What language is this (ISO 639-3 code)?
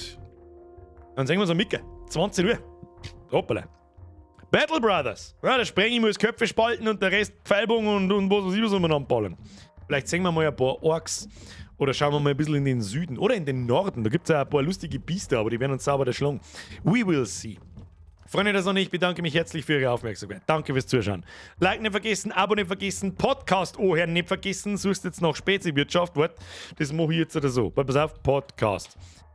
bar